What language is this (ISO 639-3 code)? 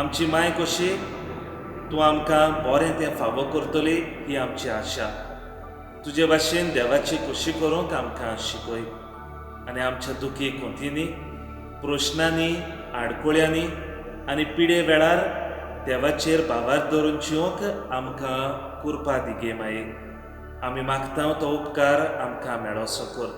kok